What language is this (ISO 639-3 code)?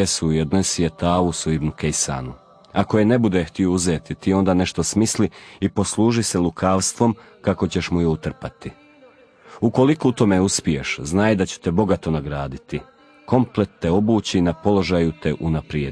hrv